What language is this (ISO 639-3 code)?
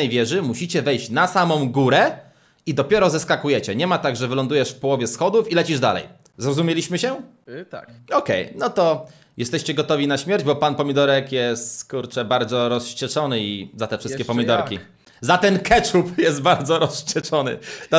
pol